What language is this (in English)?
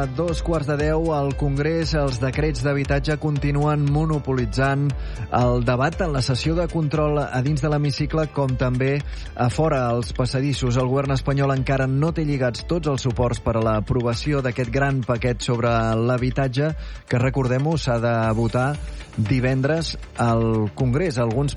Catalan